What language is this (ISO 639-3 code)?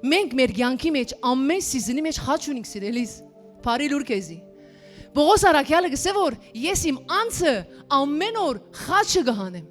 hyw